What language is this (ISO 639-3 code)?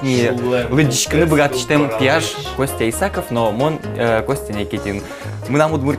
udm